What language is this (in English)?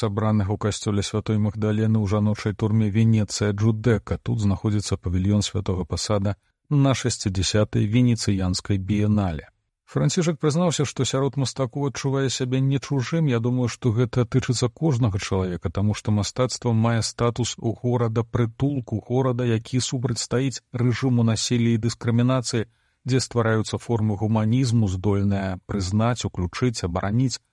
Belarusian